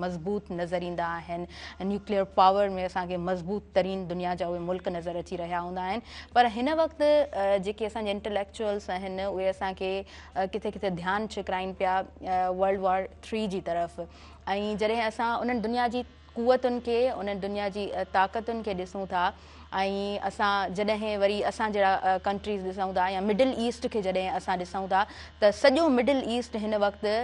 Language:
Sindhi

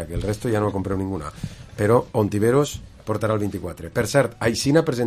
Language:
Catalan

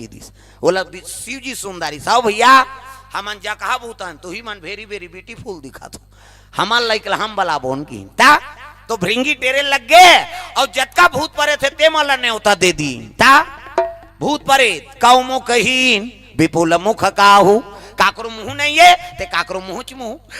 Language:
Chhattisgarhi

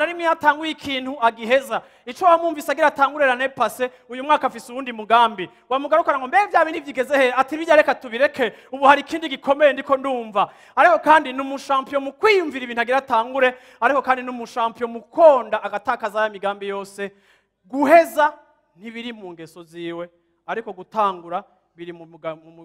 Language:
Rundi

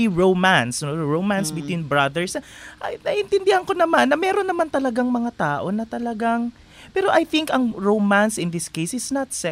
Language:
Filipino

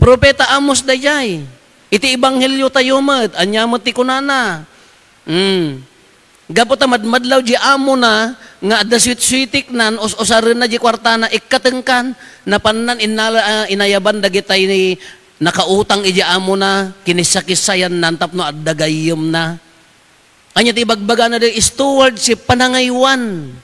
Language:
Iloko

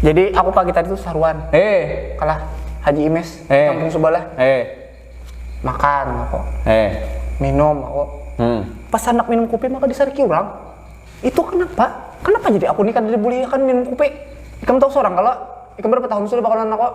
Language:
Banjar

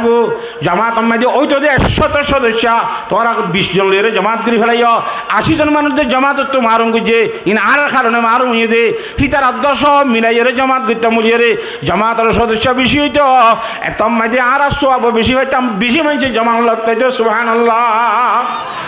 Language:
Rohingya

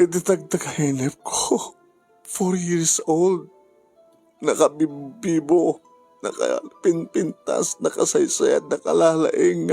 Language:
Iloko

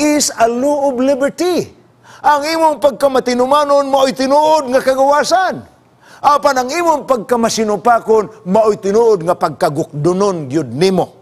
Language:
Cebuano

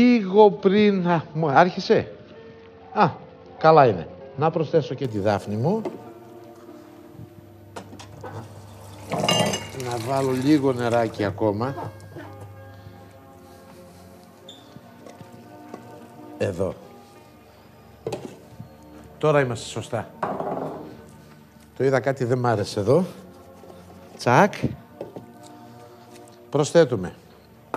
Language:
Greek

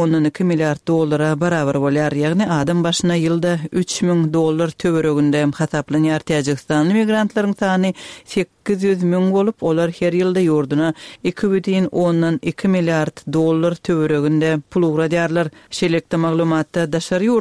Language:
Turkmen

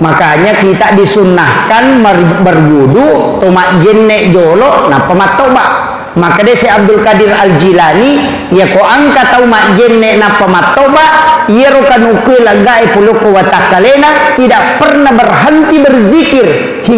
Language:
Buginese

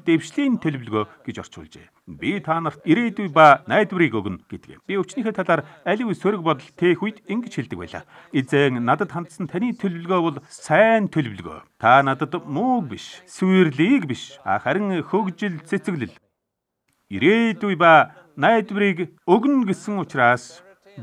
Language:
Mongolian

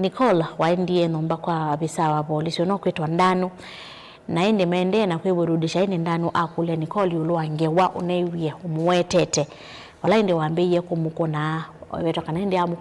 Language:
Kamba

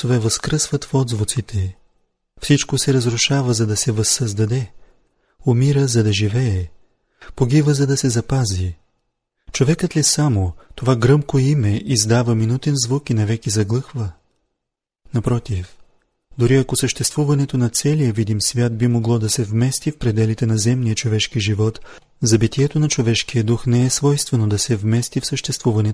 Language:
Bulgarian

